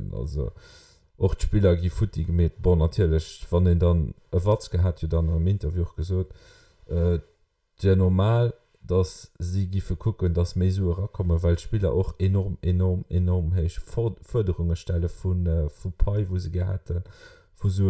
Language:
Luxembourgish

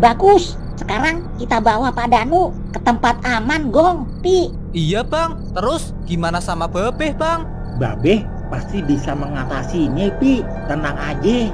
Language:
Betawi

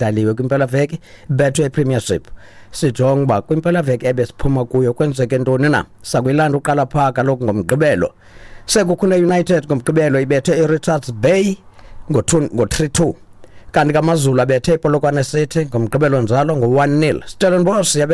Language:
Xhosa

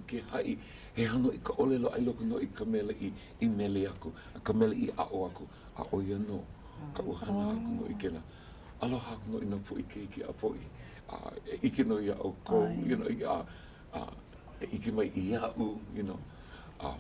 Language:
Hawaiian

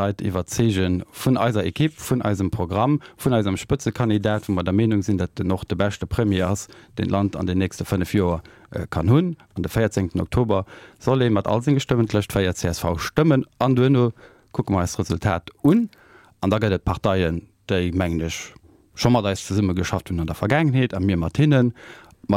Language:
Luxembourgish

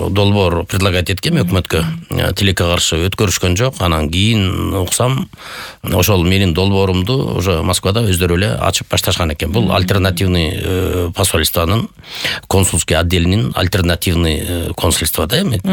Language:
Kyrgyz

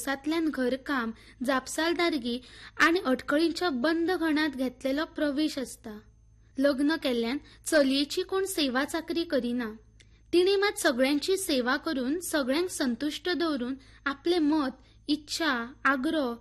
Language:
Konkani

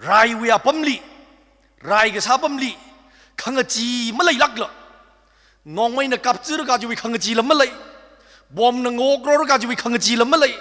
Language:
Tangkhul Naga (India)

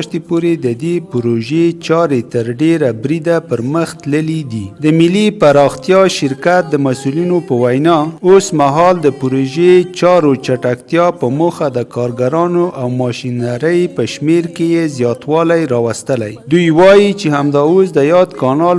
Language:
Pashto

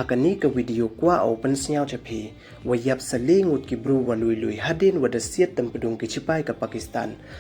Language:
Pnar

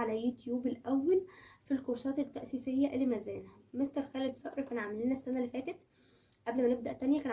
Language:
Egyptian Arabic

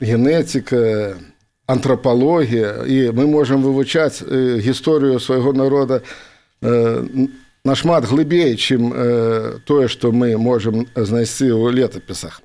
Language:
Belarusian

